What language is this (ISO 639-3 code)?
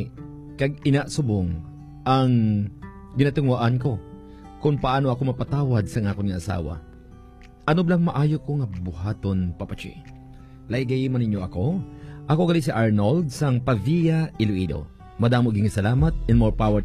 hil